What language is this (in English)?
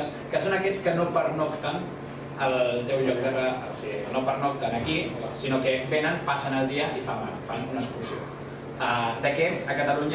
Catalan